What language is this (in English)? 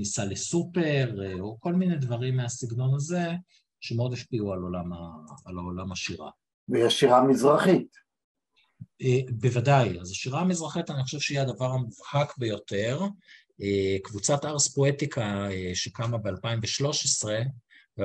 Hebrew